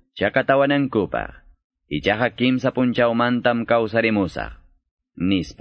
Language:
Quechua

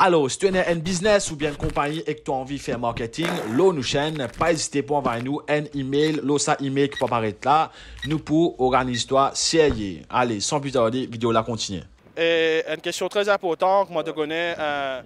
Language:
Morisyen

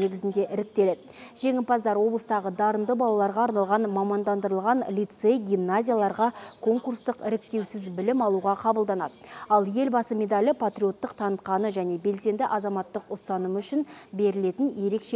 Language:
Kazakh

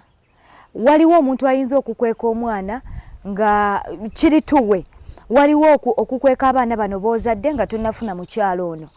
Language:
Ganda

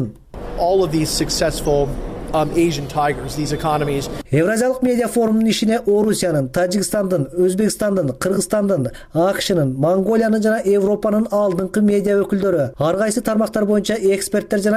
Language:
Kyrgyz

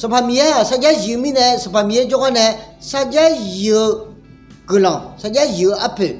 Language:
Akha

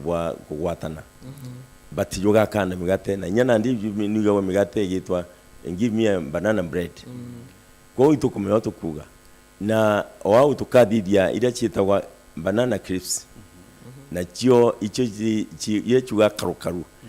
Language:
Meru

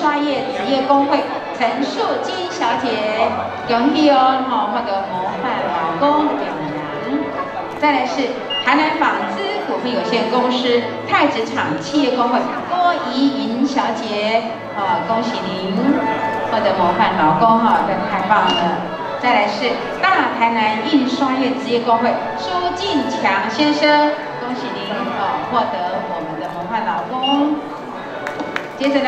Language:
Chinese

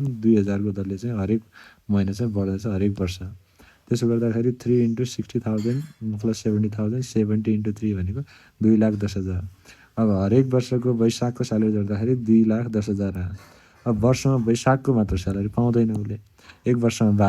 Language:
Nepali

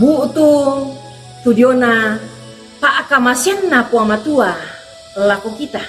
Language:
Toraja-Sa'dan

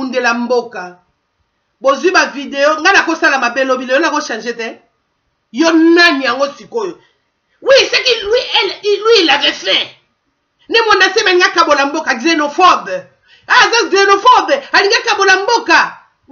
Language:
Lingala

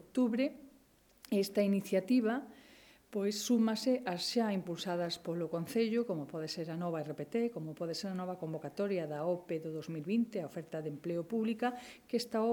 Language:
Galician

